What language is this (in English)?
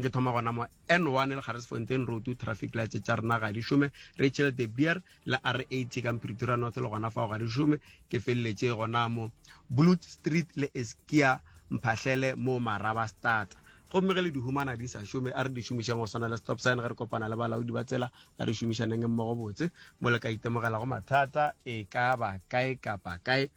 Northern Sotho